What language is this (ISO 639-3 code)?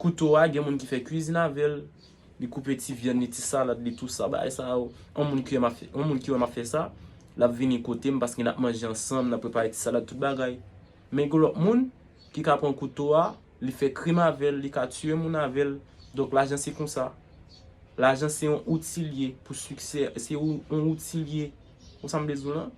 hat